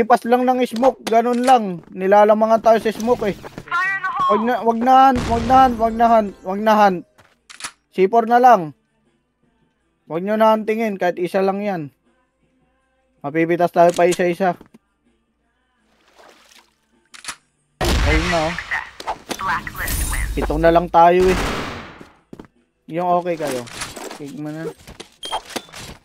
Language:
Filipino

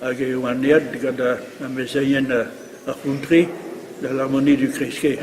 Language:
Breton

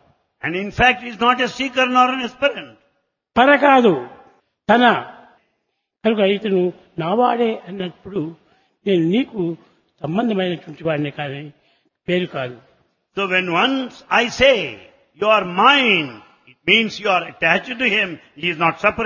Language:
Telugu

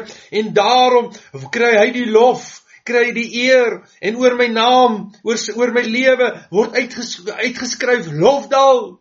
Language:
Afrikaans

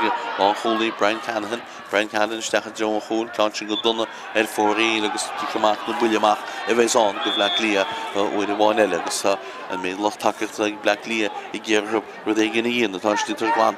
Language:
Irish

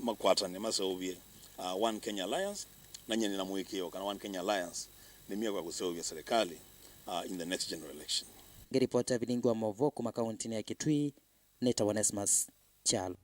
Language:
Kamba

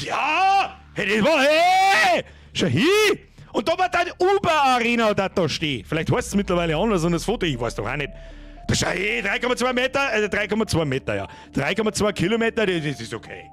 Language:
Bavarian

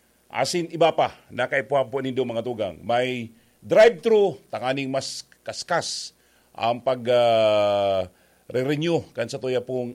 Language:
Bikol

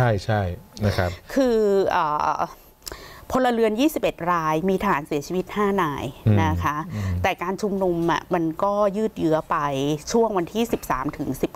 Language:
Thai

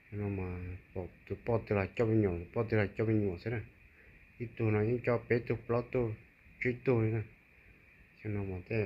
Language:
Hmong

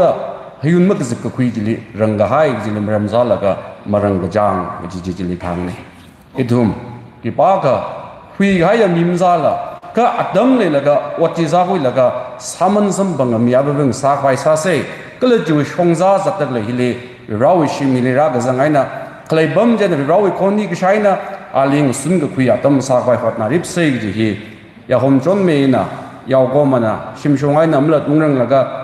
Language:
Tangkhul Naga (India)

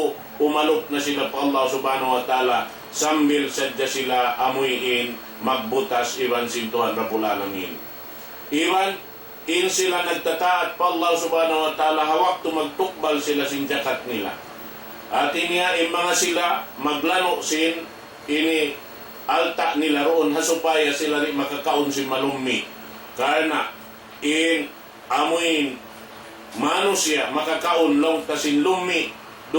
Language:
Tausug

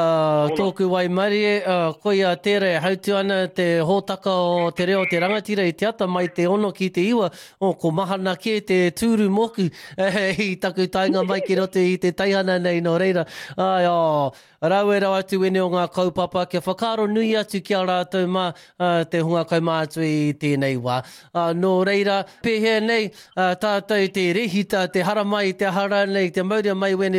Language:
Māori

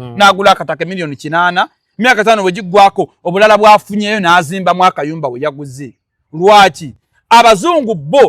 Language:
Ganda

